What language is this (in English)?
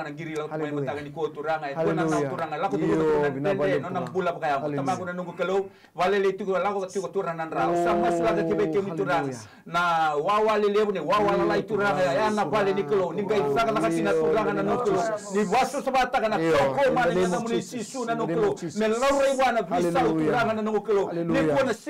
Fijian